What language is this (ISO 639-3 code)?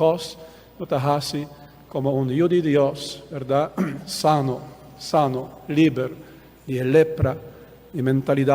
pap